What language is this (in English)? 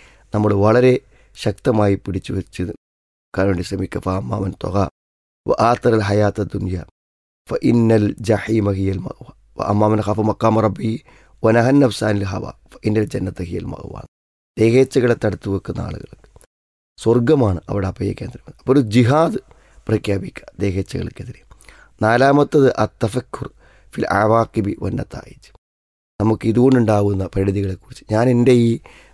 Malayalam